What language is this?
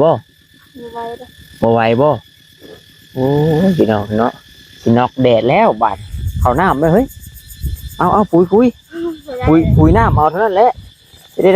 Northeastern Thai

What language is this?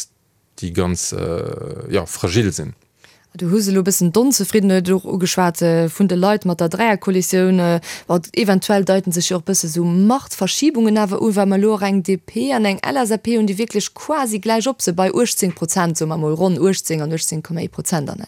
Luxembourgish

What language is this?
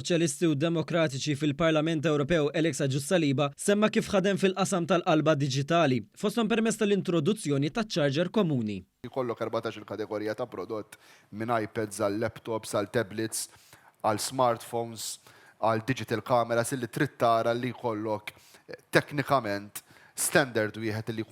Maltese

